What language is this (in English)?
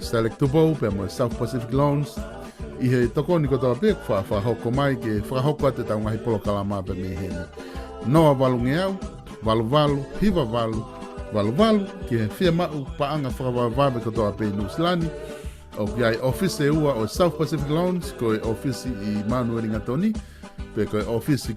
Tongan